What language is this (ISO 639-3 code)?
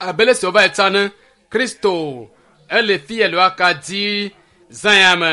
ewe